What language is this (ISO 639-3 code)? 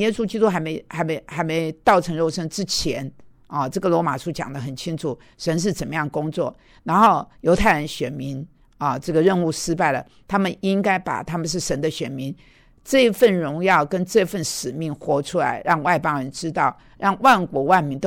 zho